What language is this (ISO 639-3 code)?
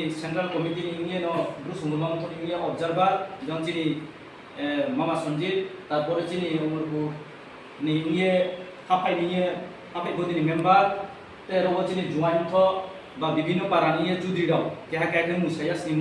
ria